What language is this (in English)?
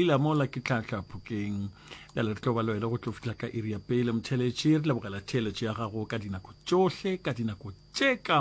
Northern Sotho